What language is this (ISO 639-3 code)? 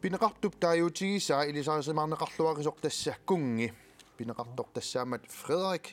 kal